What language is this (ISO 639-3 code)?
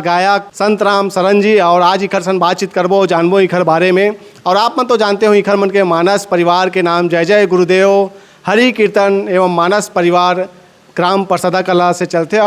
hne